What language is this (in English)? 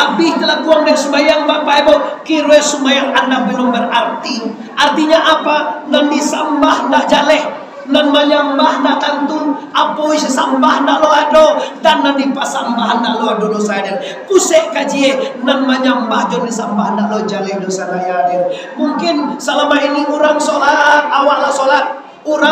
Minangkabau